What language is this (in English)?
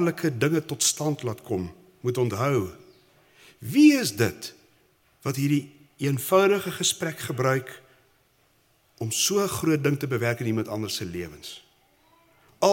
Afrikaans